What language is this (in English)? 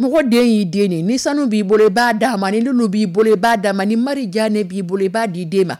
Dyula